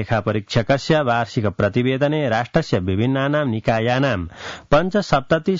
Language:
Sanskrit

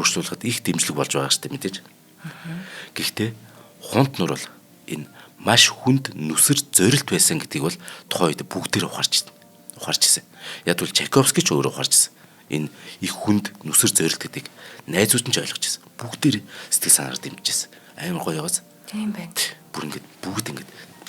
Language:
Mongolian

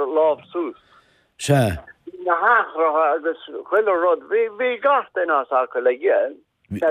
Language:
Irish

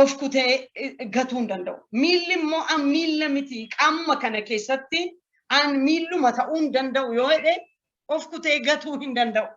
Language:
Oromo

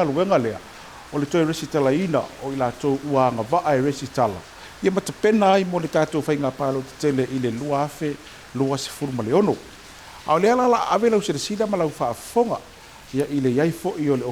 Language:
Samoan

